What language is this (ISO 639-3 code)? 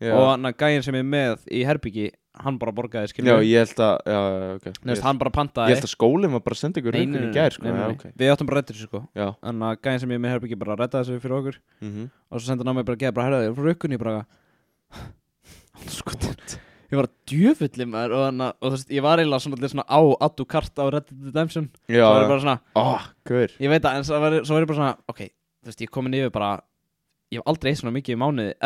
isl